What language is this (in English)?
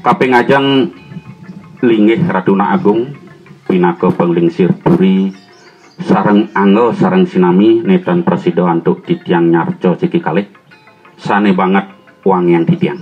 Balinese